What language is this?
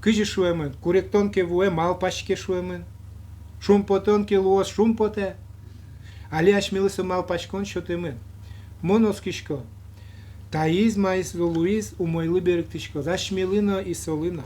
Udmurt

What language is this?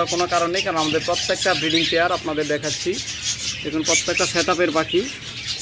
Bangla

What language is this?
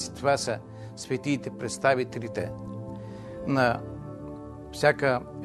Bulgarian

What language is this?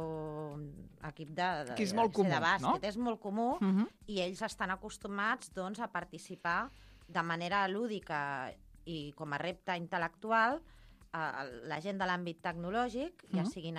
Catalan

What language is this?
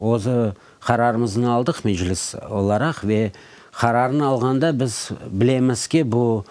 Crimean Tatar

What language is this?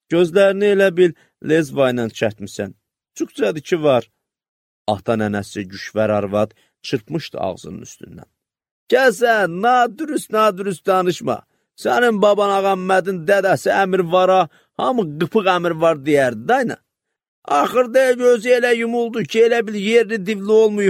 Azerbaijani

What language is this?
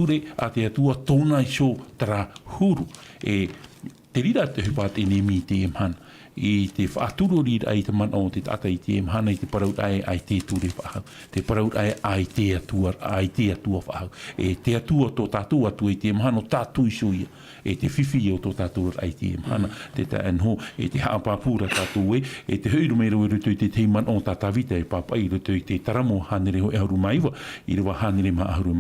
Tahitian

